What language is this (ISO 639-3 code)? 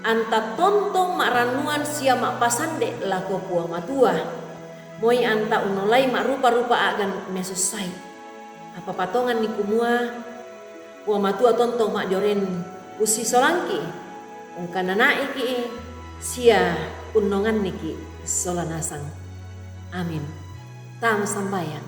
sda